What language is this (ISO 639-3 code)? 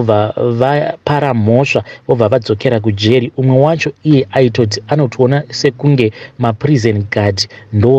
sna